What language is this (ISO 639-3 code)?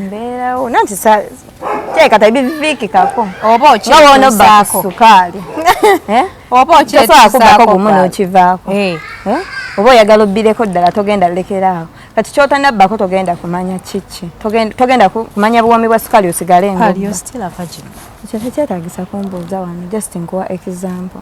lug